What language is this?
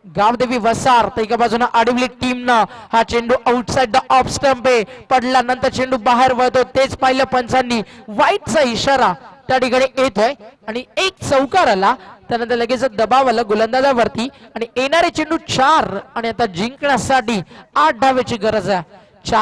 Marathi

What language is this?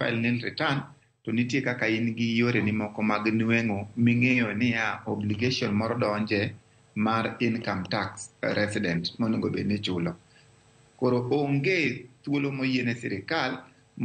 Luo (Kenya and Tanzania)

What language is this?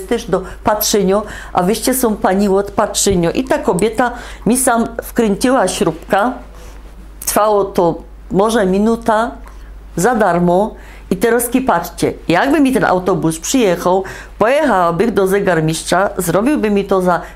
Silesian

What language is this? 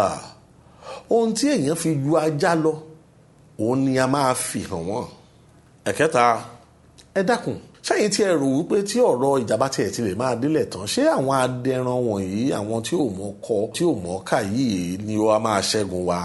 Yoruba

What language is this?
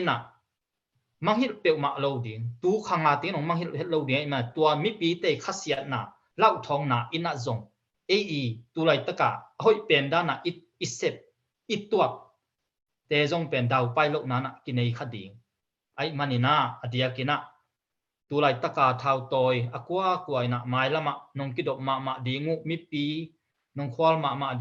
Tedim Chin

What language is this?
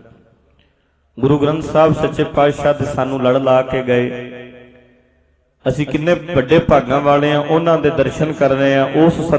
Punjabi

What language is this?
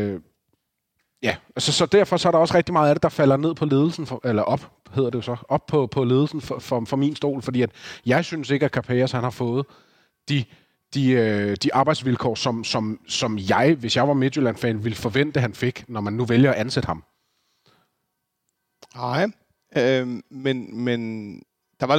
Danish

